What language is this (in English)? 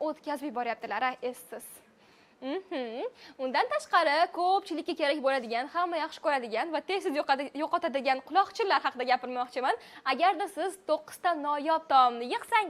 Uzbek